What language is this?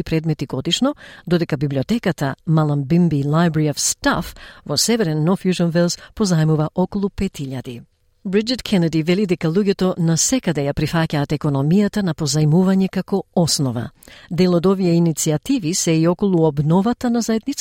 Macedonian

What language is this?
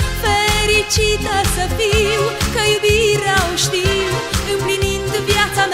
Romanian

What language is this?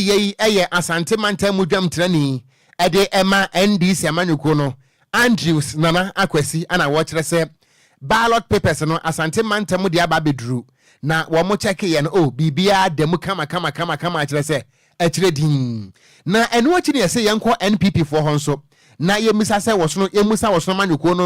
Akan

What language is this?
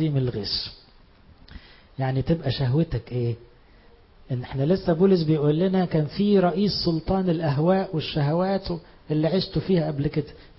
Egyptian Arabic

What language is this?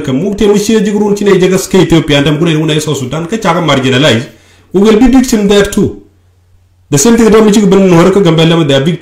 Nuer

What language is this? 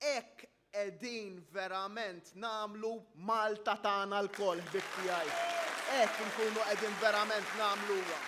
Maltese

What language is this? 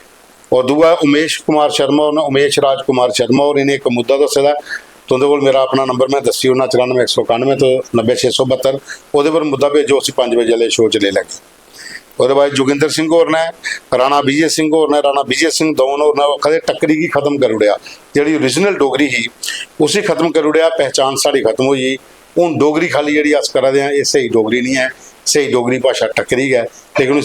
Dogri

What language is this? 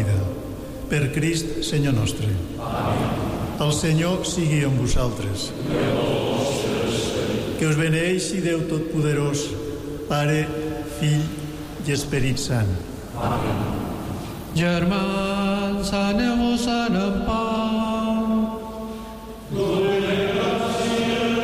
Catalan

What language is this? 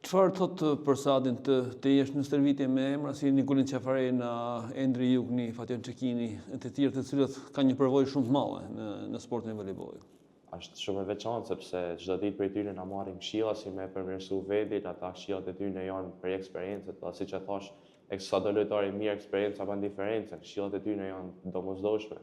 Albanian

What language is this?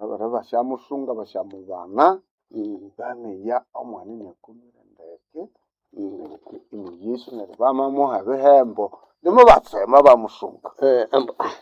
Nande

